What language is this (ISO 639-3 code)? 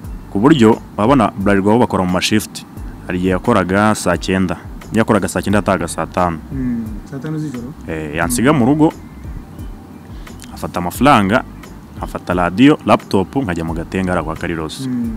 kin